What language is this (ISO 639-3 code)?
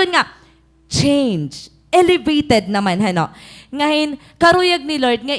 war